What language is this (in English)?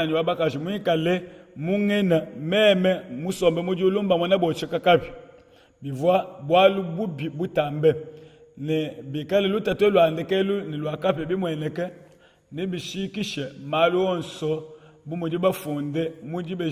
Luba-Lulua